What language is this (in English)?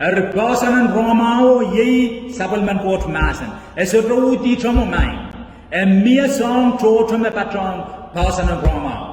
Pohnpeian